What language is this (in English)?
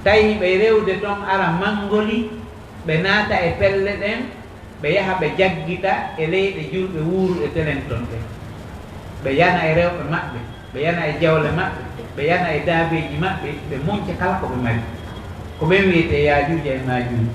Pular